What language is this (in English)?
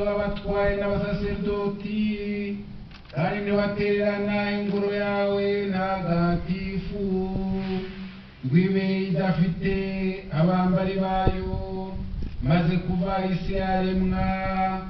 Kinyarwanda